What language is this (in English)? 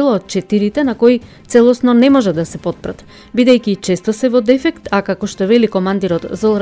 Macedonian